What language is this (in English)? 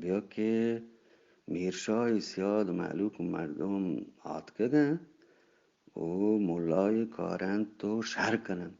Eastern Balochi